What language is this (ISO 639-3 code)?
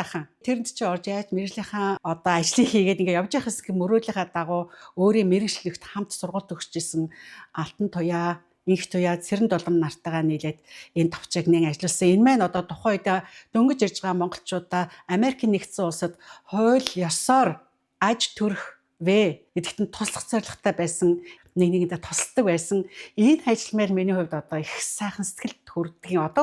mon